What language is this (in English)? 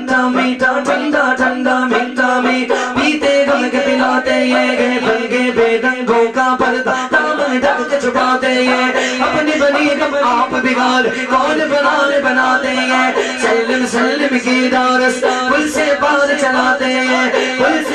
Urdu